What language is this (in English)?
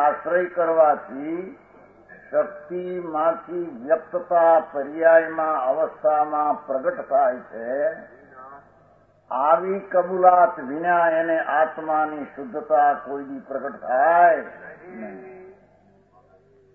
Gujarati